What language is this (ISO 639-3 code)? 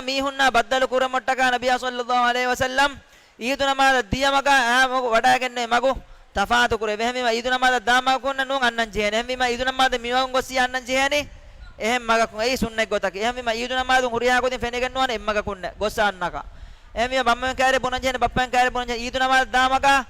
div